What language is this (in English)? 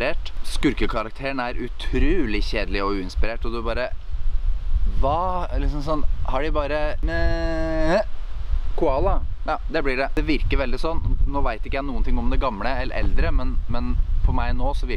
Norwegian